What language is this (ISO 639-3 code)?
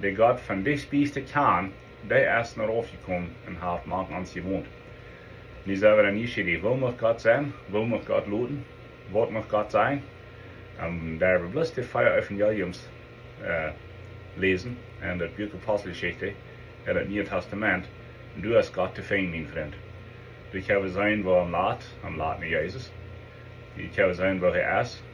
pdt